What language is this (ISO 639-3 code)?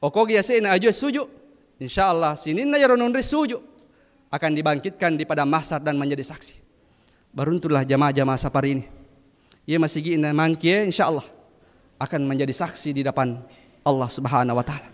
bug